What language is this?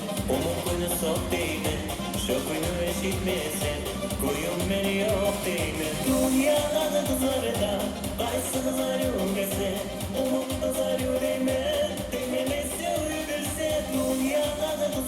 Kumyk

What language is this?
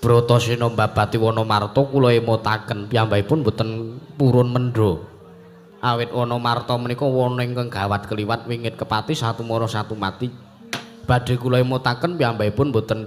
Javanese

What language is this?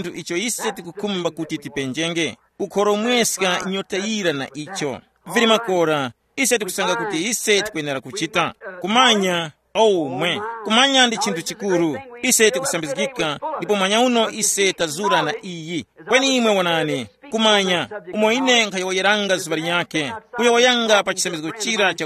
Tumbuka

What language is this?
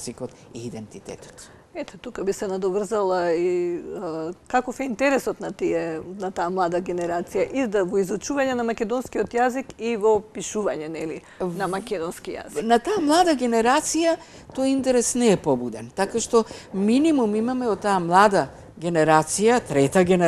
Macedonian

